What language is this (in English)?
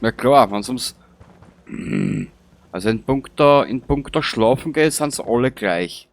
Bavarian